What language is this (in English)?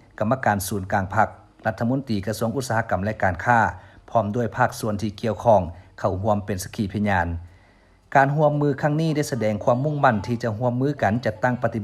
Lao